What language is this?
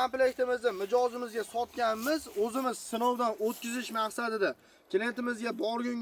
Uzbek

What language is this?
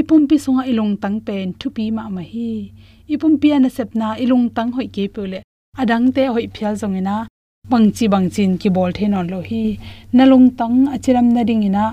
Tedim Chin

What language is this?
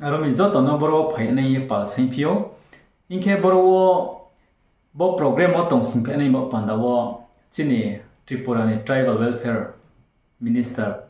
Riang (India)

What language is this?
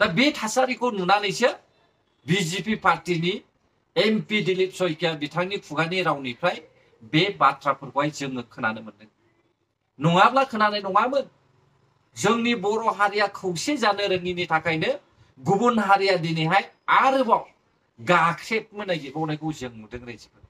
Bodo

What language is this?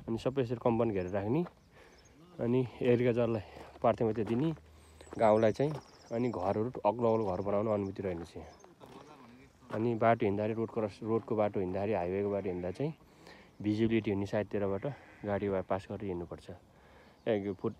Nepali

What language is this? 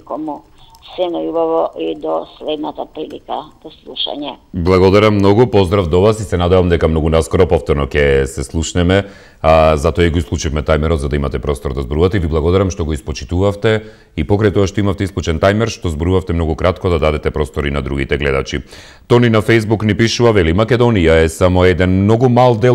Macedonian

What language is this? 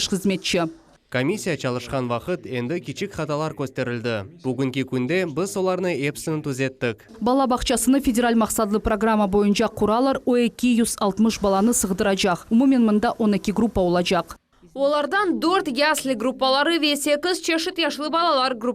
Crimean Tatar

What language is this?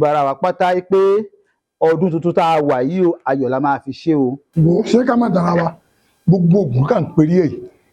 Yoruba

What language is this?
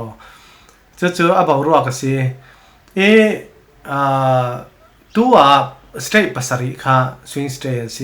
Falam Chin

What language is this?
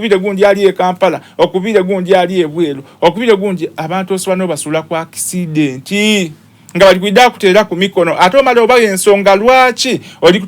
Soga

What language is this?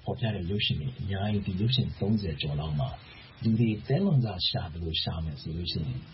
Burmese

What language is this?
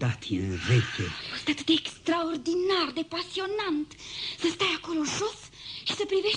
Romanian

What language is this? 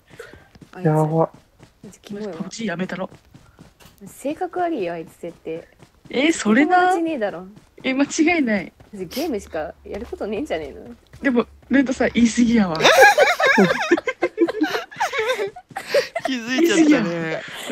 Japanese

